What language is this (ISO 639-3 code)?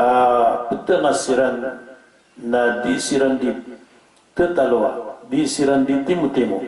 mrw